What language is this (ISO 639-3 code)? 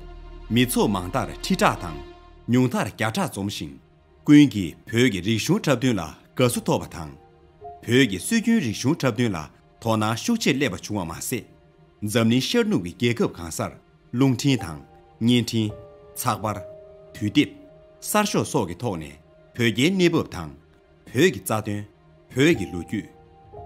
bod